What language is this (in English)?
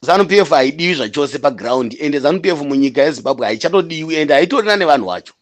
Shona